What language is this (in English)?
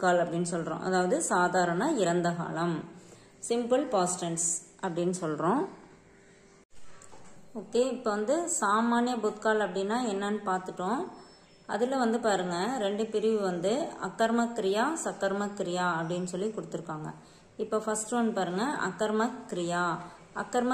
Tamil